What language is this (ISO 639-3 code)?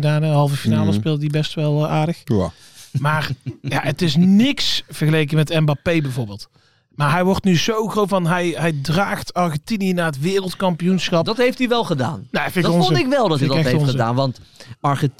nld